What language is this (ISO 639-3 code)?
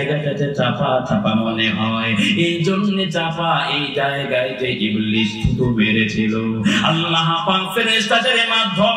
ben